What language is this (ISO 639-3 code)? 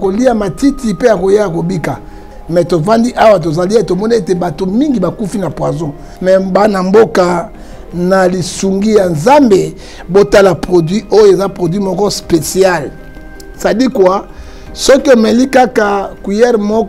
lin